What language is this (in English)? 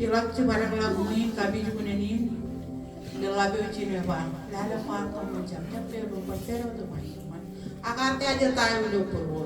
Marshallese